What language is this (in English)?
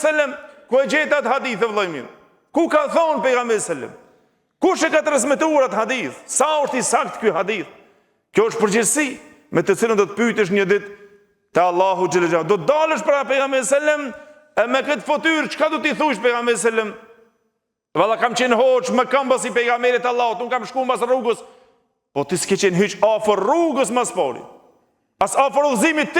Albanian